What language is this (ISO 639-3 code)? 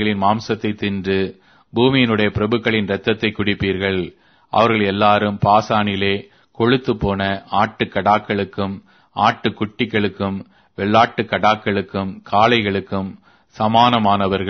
tam